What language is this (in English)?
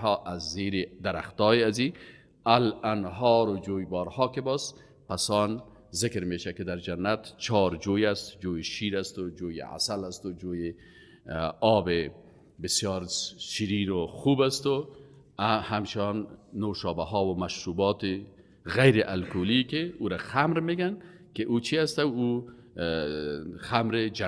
Persian